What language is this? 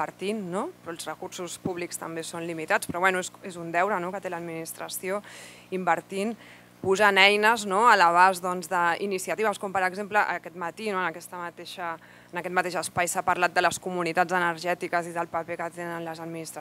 Catalan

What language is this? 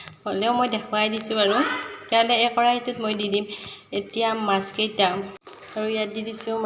Assamese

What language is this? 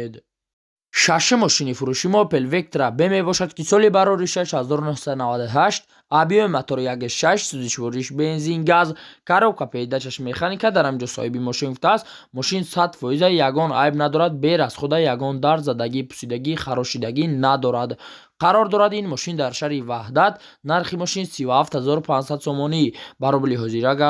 Tajik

